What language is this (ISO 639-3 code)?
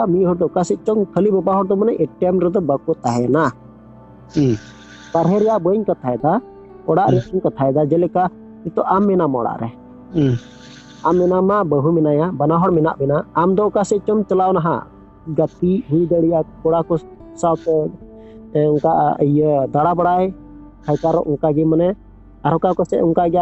sat